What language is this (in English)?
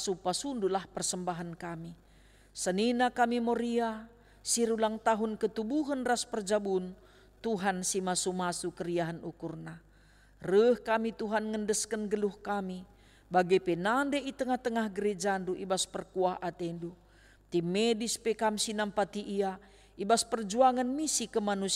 Batak Karo